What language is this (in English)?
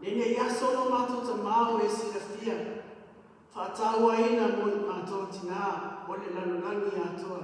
Samoan